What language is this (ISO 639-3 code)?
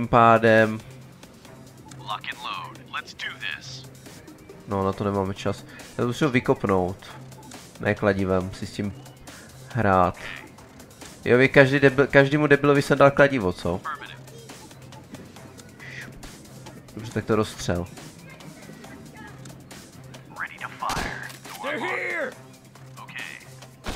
ces